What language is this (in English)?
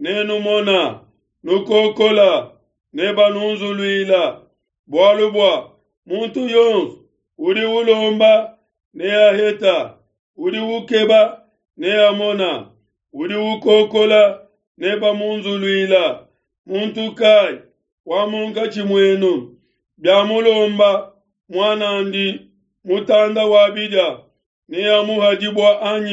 Luba-Lulua